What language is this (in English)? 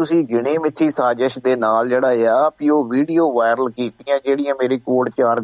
Punjabi